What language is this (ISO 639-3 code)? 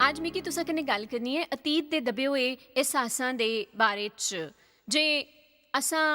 doi